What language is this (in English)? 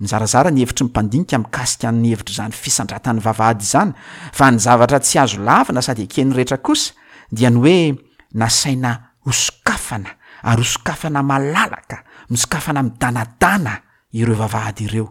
Malagasy